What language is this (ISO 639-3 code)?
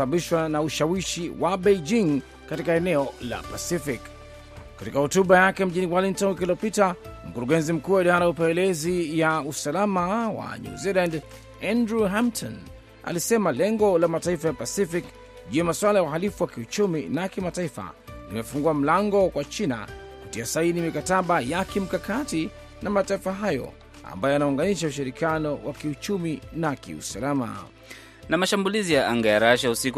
swa